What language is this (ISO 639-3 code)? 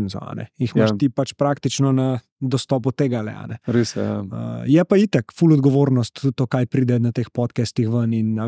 slv